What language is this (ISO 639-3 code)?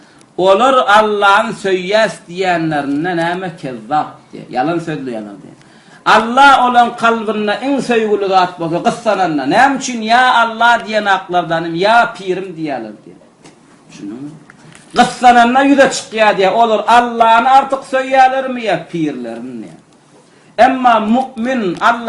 tuk